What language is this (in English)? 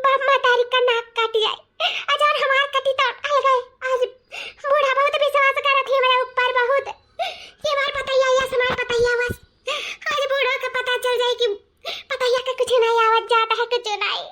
Awadhi